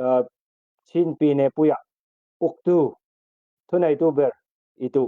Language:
Falam Chin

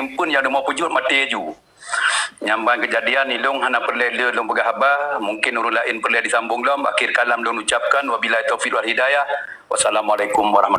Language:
Achinese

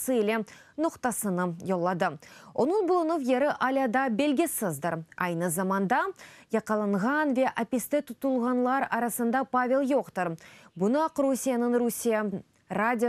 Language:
Crimean Tatar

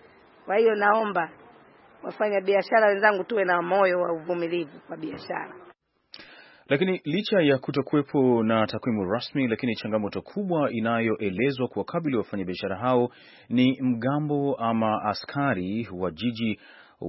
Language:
Swahili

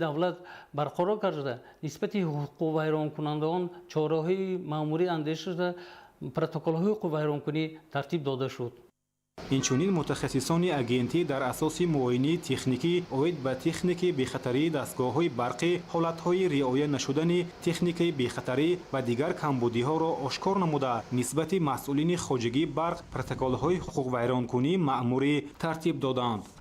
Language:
Tajik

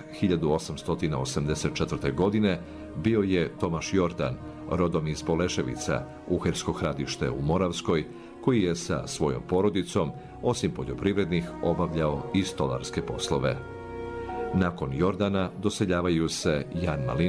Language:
Bosnian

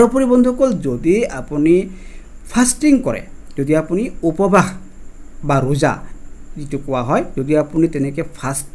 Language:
Assamese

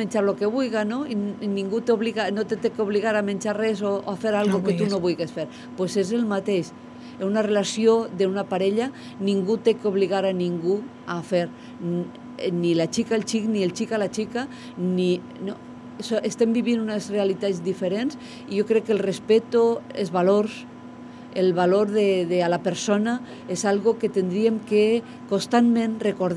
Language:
Catalan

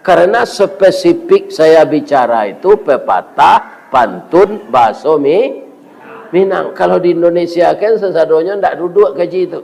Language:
Minangkabau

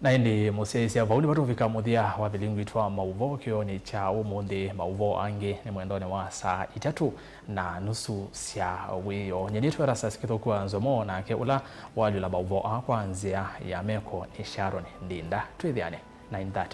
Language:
Kamba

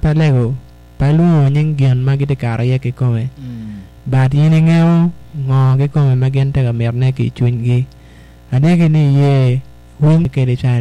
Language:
Acoli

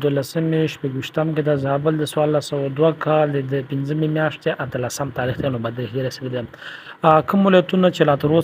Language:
Pashto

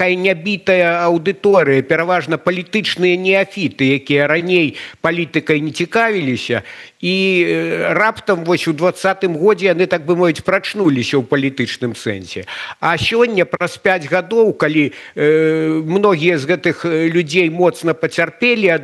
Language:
Belarusian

